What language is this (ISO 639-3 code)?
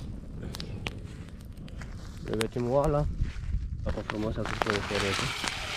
ron